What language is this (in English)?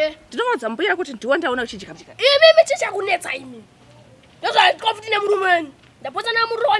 Shona